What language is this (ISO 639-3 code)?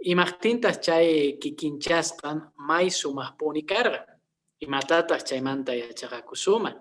que